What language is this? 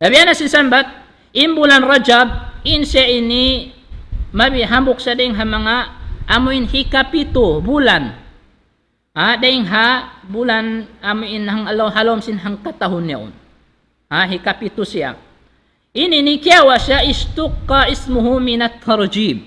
Tausug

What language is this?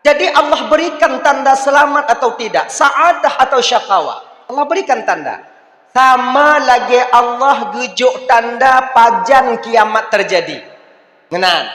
Achinese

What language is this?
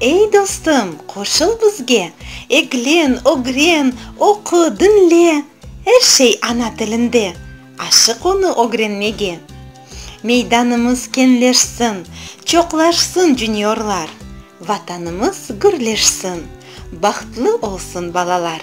Crimean Tatar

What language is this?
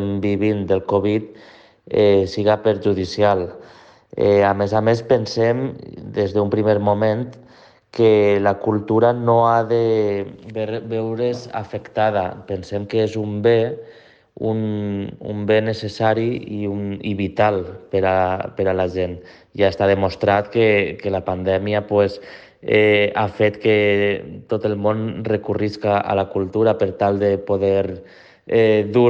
Catalan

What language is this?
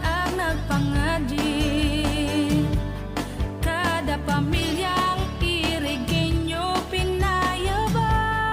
Bikol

